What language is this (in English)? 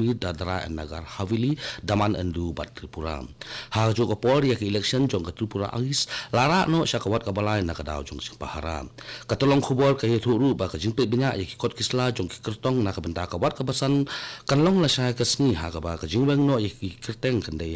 Khasi